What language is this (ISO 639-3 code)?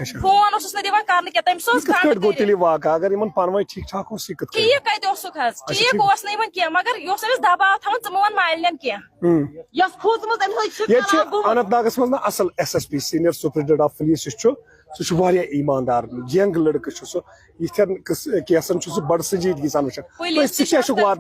kas